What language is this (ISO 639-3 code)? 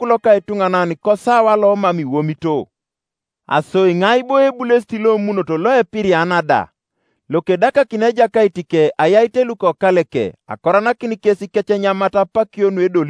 teo